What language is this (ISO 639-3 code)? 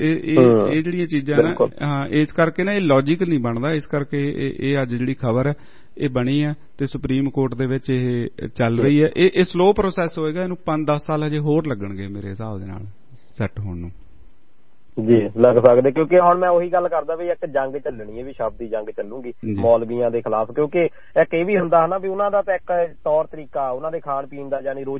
pan